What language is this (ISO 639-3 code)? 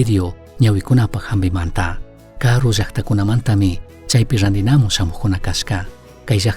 qug